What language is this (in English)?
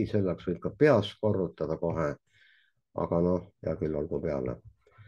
Estonian